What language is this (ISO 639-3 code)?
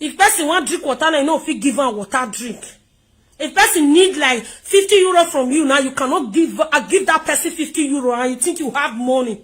pcm